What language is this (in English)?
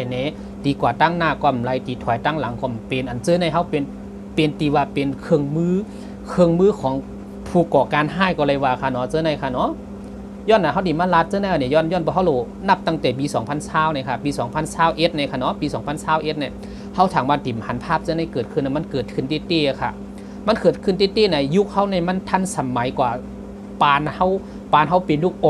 Shan